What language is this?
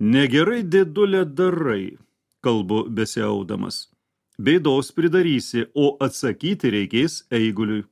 Lithuanian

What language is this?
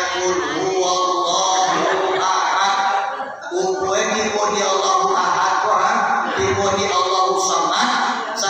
Minangkabau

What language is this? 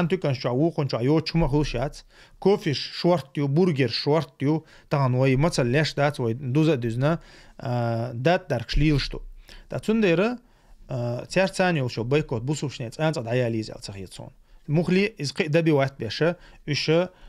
Chechen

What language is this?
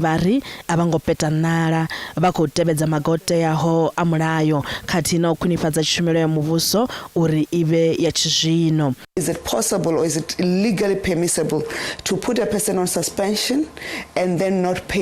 Venda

